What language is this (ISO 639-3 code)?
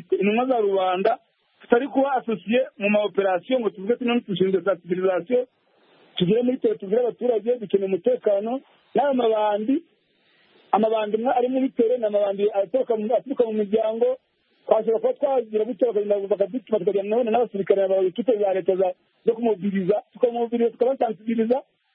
kin